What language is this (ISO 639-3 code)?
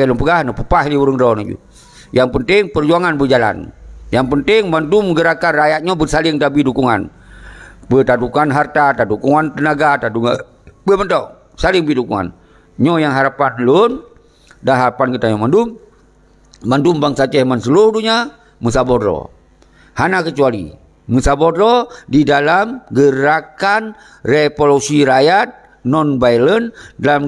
ace